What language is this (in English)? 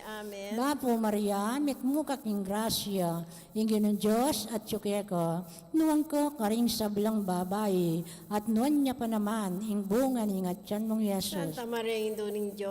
Pampanga